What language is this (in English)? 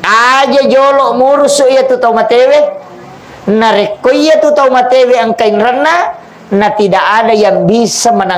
Buginese